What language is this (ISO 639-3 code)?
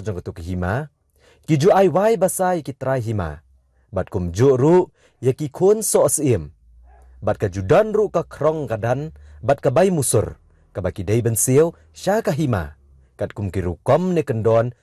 kha